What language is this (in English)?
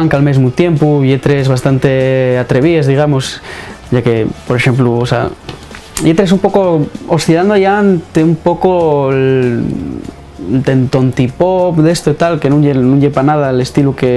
Asturian